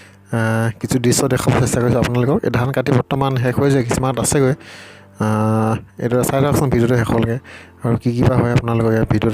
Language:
Assamese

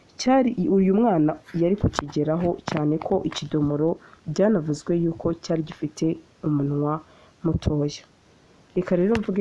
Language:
Kinyarwanda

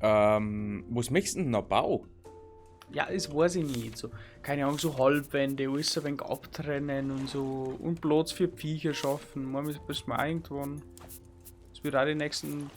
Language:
Bavarian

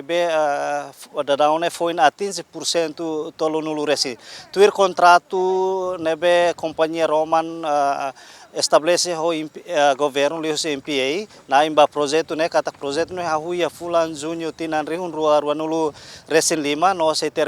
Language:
Tetum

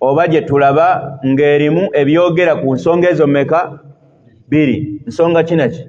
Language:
Ganda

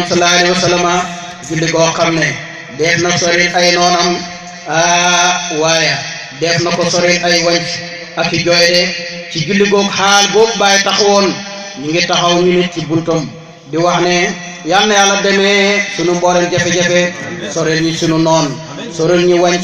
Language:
Wolof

